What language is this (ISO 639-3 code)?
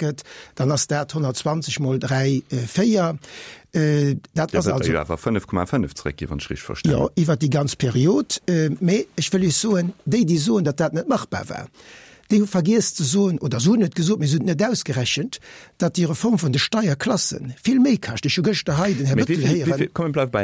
ltz